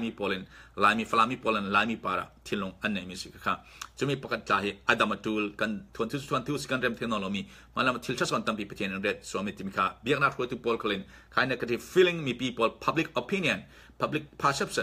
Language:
Falam Chin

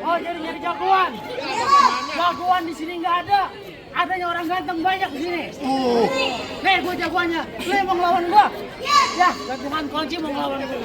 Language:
Betawi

